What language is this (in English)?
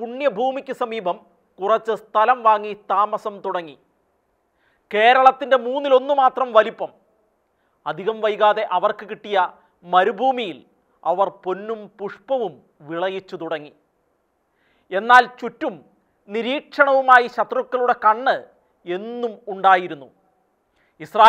Malayalam